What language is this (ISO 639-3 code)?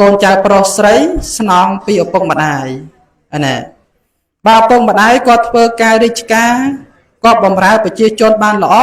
khm